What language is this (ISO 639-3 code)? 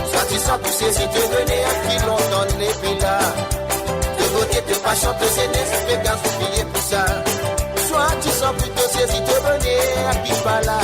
mfe